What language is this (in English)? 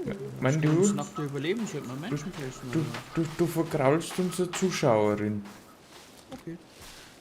Bavarian